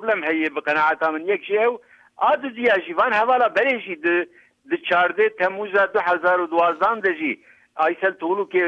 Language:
Kurdish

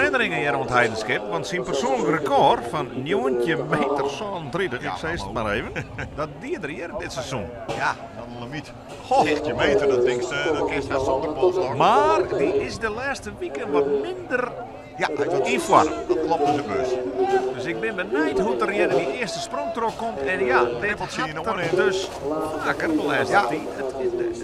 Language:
Western Frisian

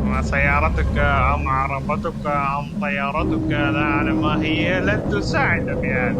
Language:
Mesopotamian Arabic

